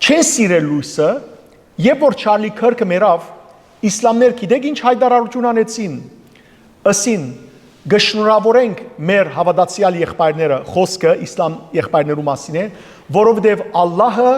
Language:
Western Armenian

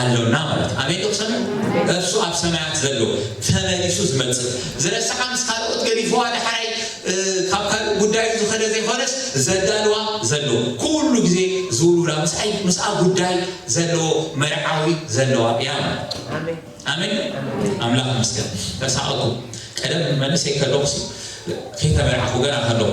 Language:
Tigrinya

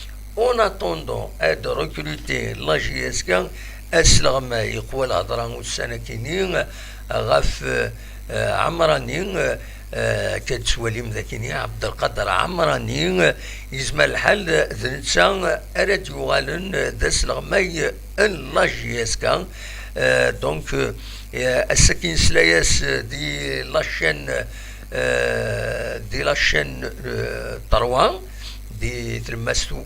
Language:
Kabyle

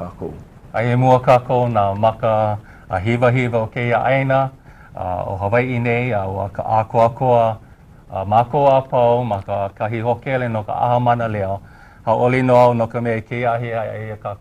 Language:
Hawaiian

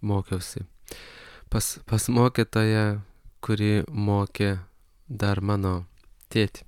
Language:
Lithuanian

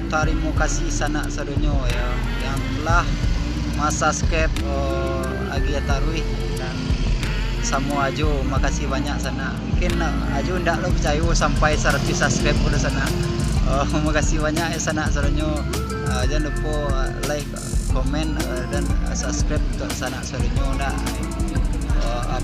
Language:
Minangkabau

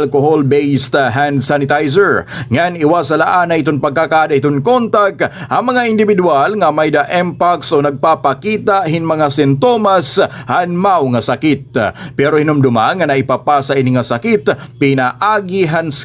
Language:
Waray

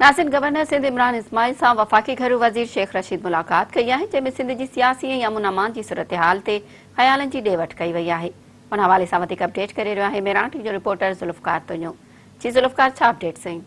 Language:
Sindhi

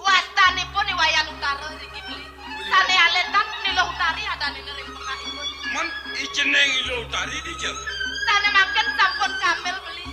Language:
Balinese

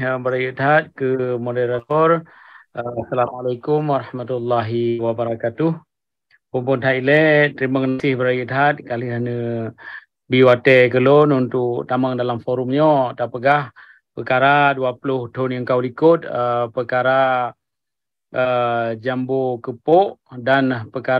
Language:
Achinese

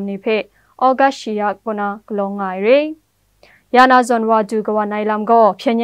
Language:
Kachin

